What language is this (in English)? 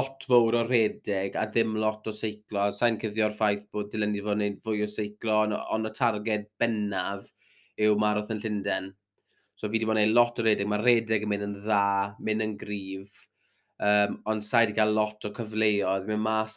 Welsh